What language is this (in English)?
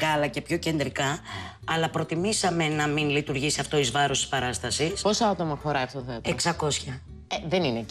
Greek